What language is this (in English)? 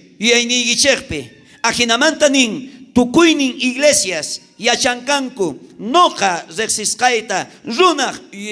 South Bolivian Quechua